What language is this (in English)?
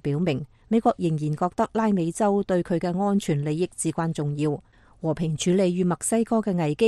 Cantonese